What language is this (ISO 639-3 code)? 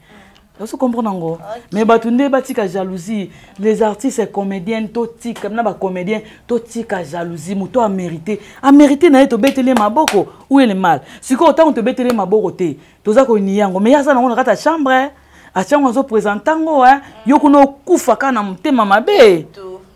lin